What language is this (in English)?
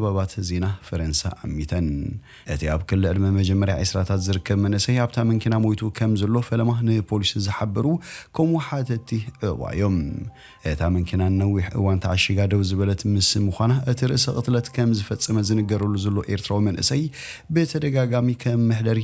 Tigrinya